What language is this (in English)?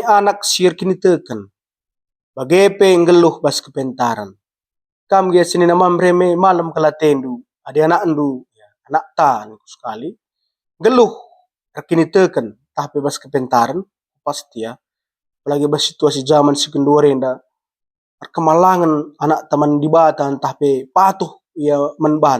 Batak Karo